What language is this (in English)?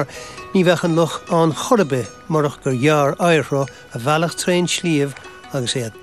Irish